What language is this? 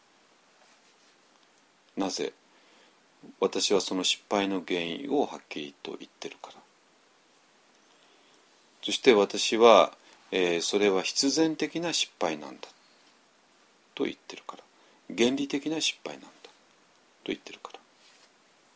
Japanese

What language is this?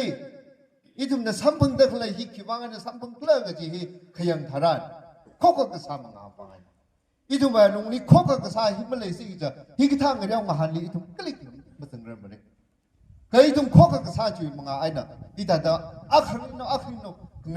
Tangkhul Naga (India)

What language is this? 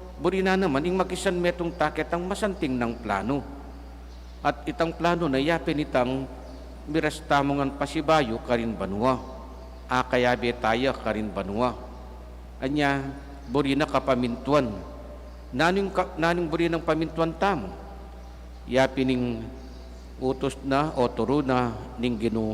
Pampanga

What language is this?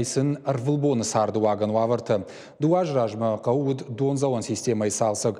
Ossetic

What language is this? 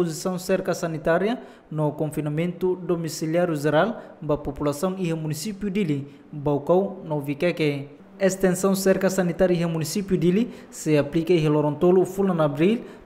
Tetum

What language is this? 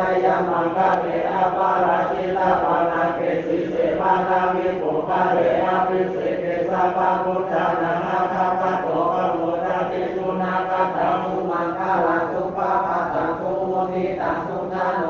Pali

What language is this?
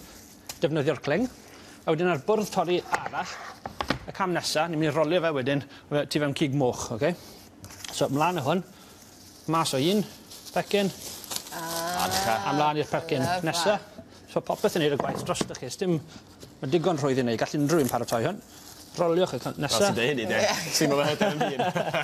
Welsh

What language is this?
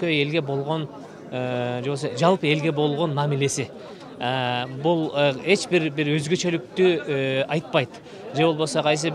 Kyrgyz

